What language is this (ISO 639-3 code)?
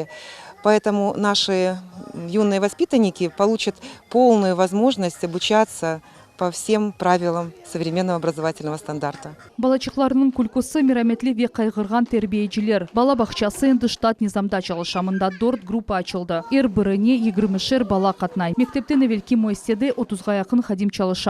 crh